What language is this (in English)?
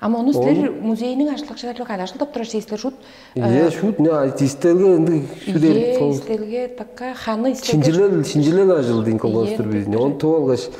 Tuvinian